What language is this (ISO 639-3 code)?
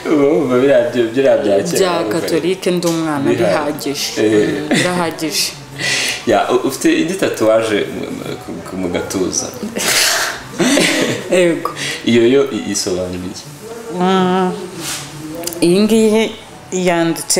kin